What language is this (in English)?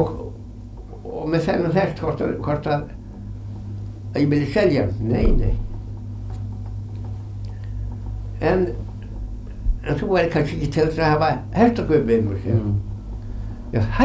Icelandic